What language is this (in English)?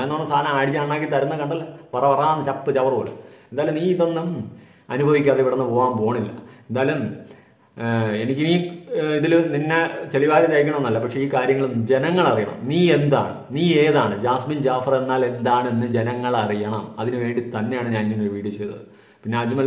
Malayalam